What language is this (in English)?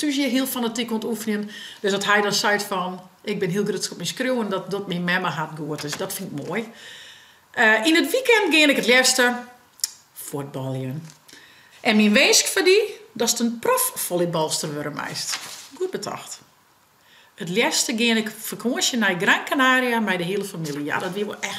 Western Frisian